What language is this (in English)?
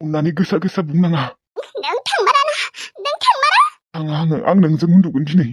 Bodo